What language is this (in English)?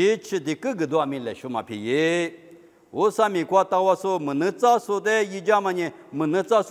Lisu